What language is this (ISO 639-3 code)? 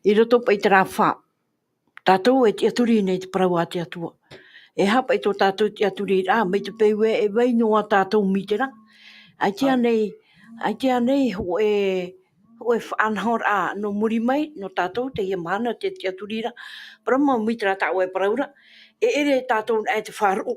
tah